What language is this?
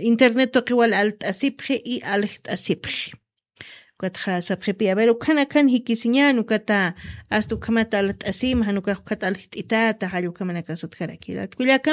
Aymara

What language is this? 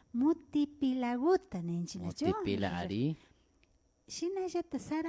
Imbabura Highland Quichua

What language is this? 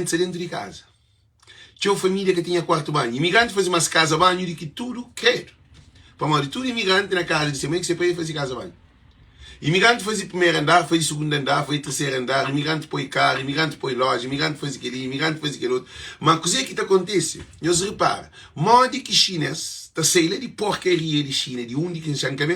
Kabuverdianu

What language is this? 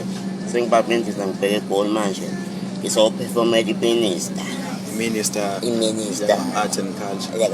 Zulu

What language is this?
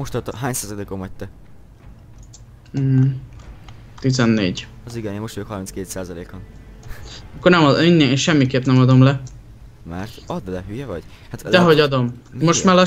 Hungarian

